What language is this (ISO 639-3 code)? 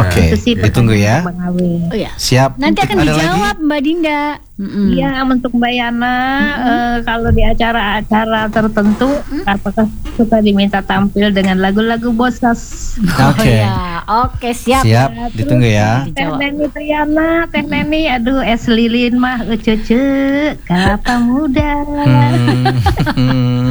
ind